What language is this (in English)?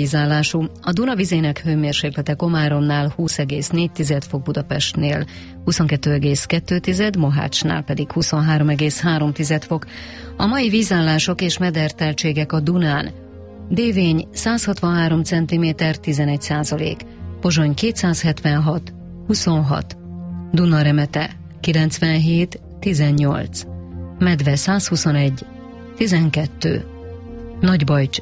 Hungarian